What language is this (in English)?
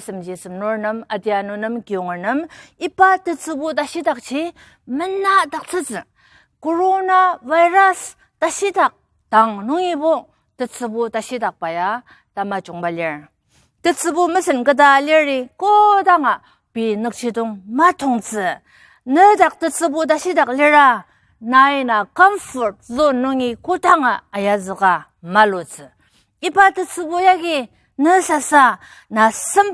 Ao Naga